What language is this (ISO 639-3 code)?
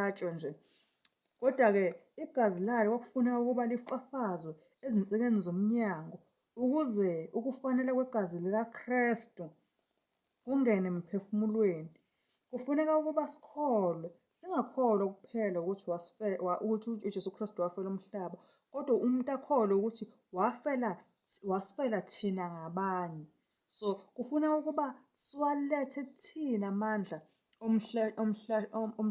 zul